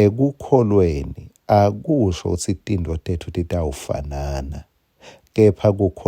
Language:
Swati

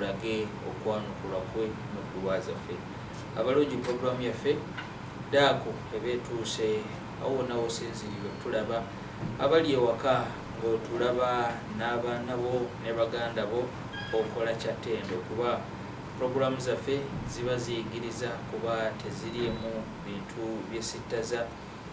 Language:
Ganda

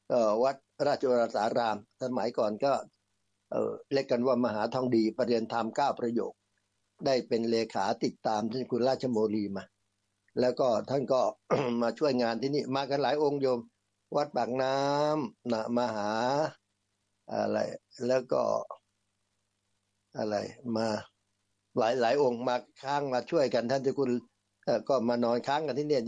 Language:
Thai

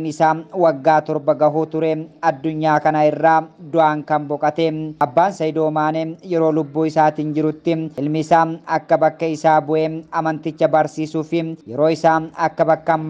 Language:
Oromo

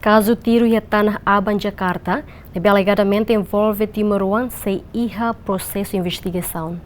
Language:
Tetum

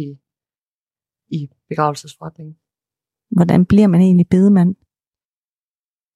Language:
Danish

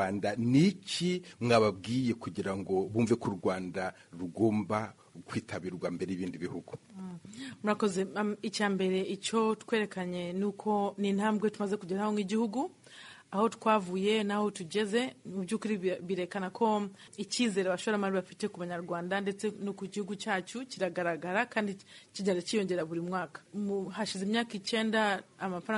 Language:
Kinyarwanda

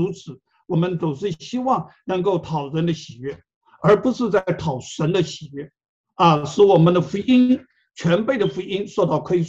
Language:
Chinese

